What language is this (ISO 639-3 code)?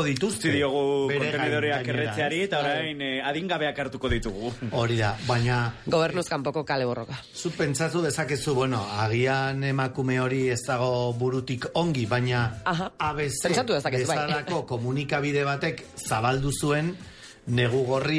eus